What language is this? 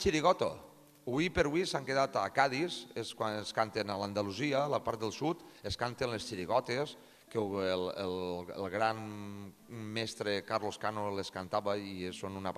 Catalan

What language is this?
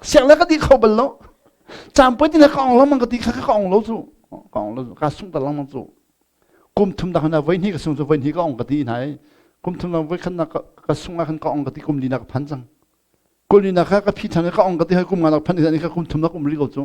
Hakha Chin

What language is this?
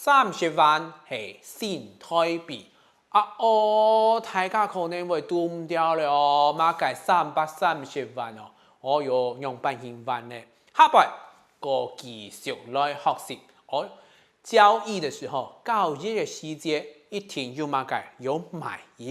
Hakka Chinese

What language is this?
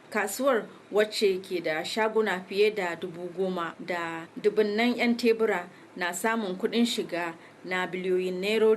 Hausa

